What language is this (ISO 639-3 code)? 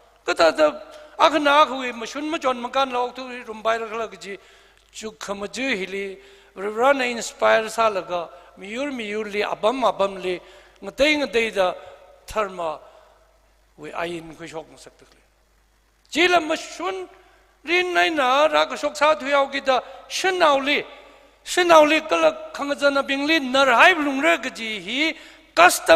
nmf